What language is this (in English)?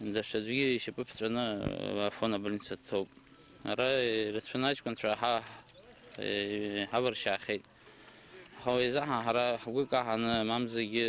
Abkhazian